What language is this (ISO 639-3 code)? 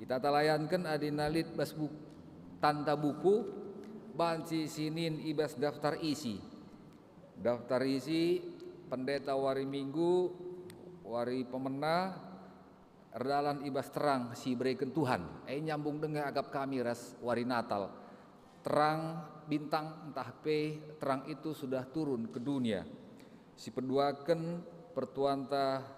btx